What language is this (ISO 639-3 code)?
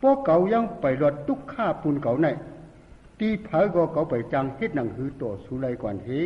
shn